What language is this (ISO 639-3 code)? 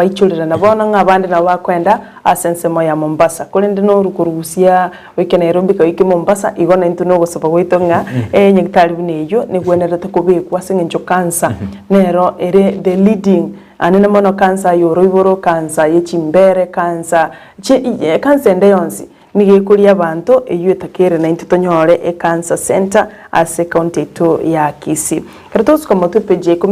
guz